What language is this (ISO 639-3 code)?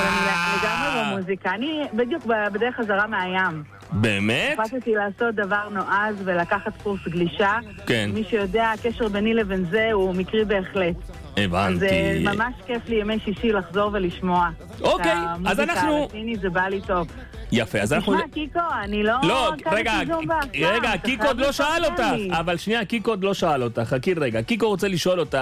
heb